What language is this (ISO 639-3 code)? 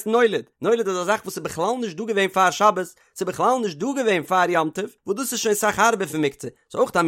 yid